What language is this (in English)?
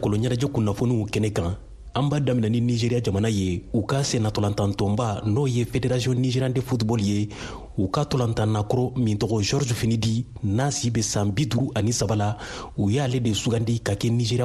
Bambara